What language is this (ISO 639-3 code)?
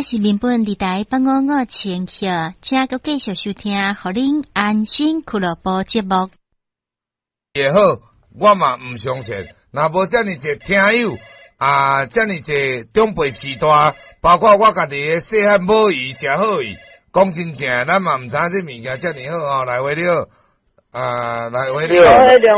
nan